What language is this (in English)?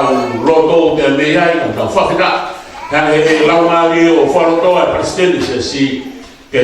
Tongan